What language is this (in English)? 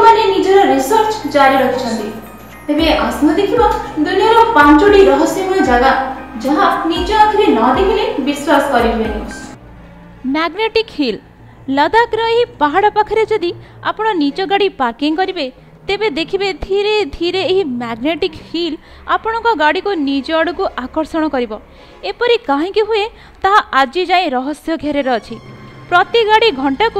Odia